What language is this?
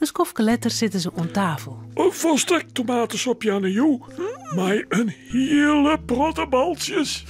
Western Frisian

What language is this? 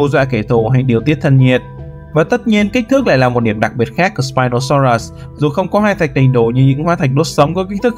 Vietnamese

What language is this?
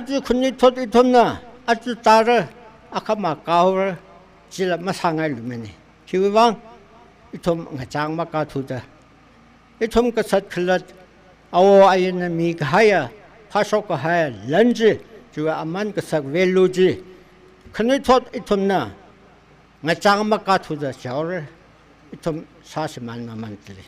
Tangkhul Naga (India)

